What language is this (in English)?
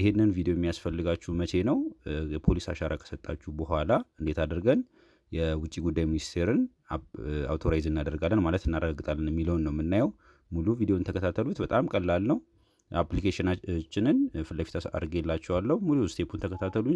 Amharic